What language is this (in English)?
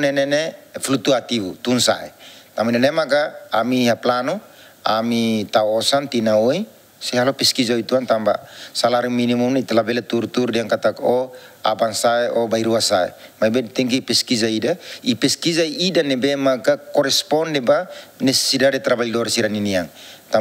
Tetum